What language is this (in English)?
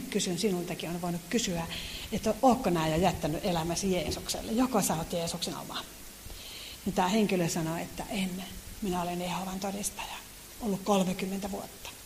Finnish